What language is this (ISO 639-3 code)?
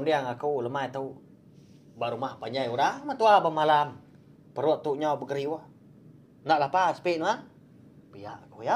iba